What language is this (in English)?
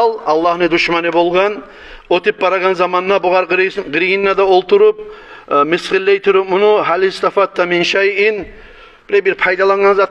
Kumyk